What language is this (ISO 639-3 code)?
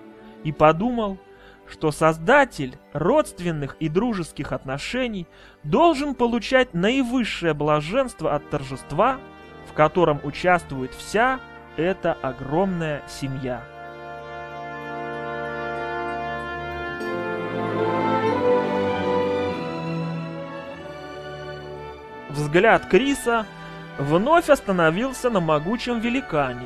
rus